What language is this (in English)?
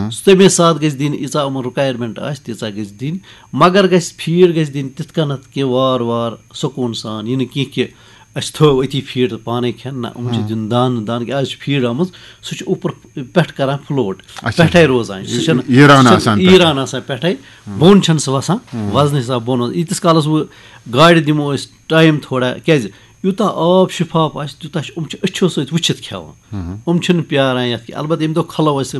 Kashmiri